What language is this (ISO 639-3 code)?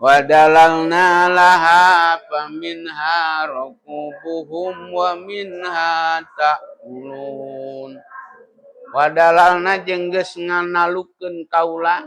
sun